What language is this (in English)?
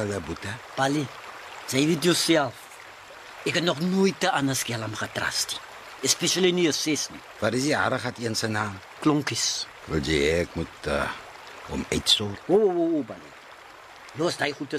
Afrikaans